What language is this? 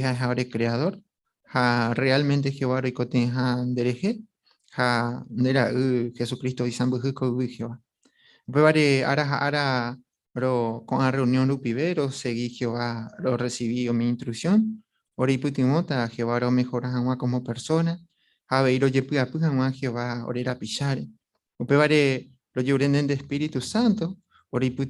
Guarani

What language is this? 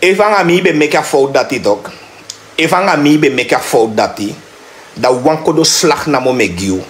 Sranan Tongo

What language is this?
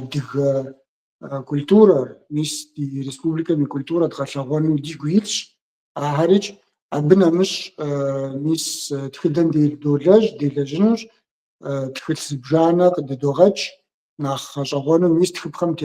Kabardian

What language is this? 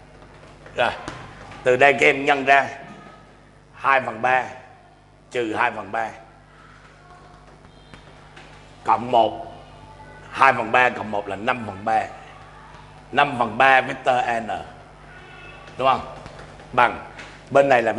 Vietnamese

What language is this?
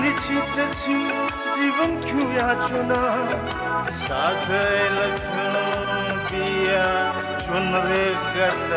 Newari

